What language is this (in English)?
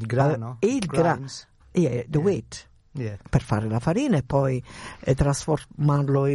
Italian